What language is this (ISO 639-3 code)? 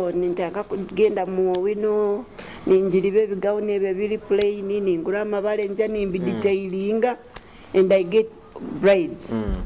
nyo